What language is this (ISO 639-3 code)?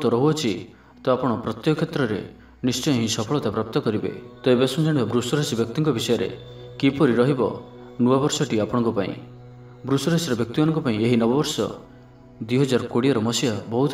ori